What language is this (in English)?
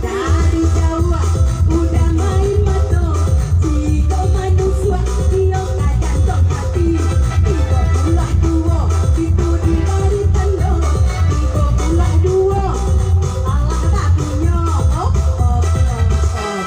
Minangkabau